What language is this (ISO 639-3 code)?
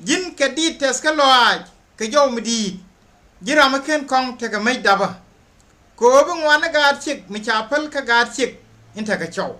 nus